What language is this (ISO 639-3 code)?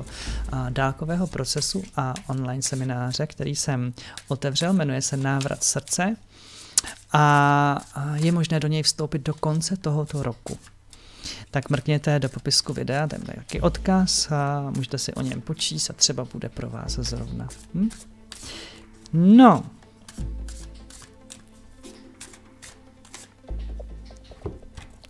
ces